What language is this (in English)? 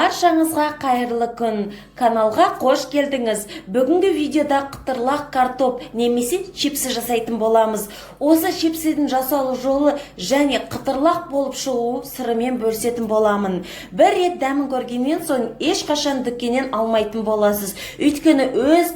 Kazakh